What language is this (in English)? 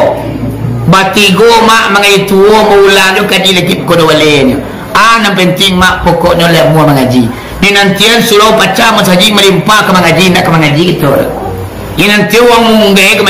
Minangkabau